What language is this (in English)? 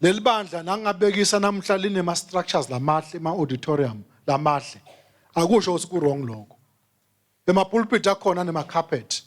Swati